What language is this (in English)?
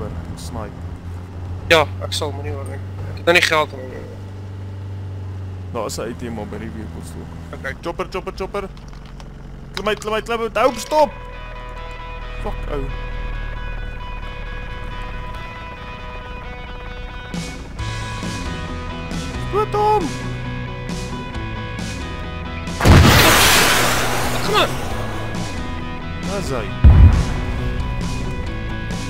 Afrikaans